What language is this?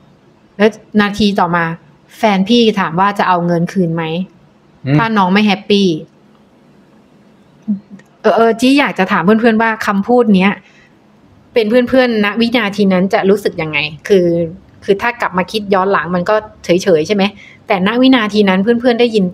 Thai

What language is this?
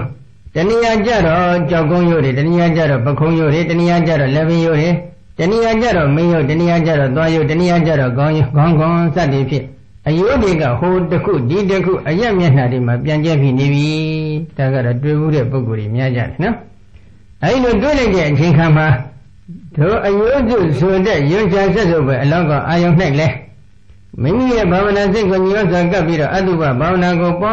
Burmese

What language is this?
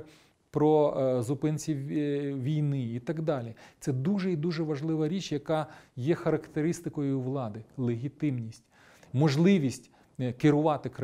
Ukrainian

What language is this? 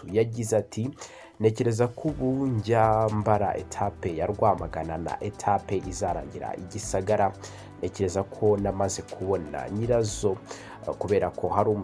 Kinyarwanda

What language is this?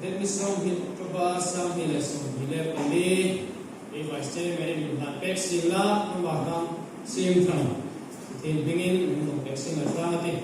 Hmar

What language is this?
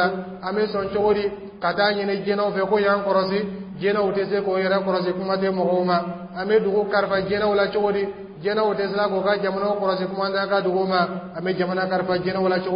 Dyula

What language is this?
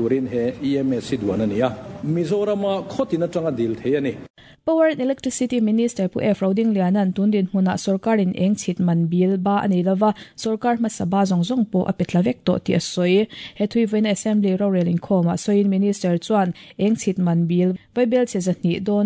Mizo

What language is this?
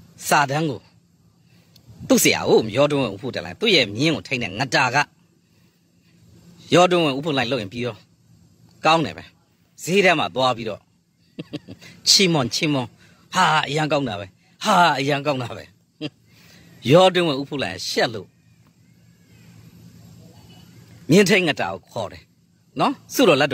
Burmese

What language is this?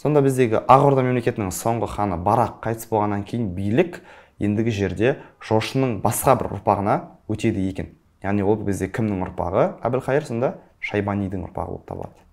Kazakh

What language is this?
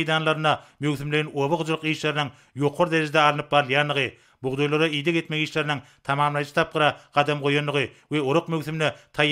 Turkmen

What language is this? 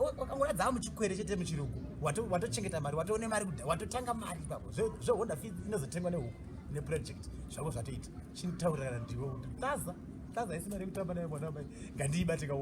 Shona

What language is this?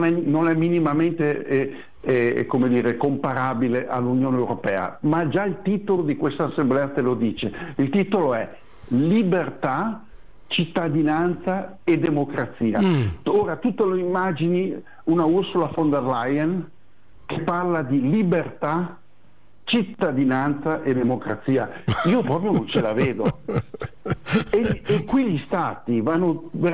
Italian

